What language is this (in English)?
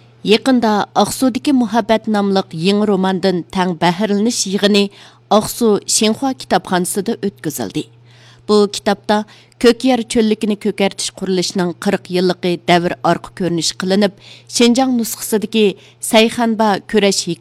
Uyghur